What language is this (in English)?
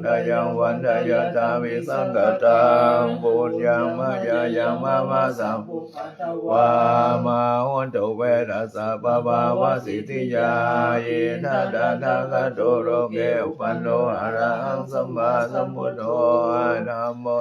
Pali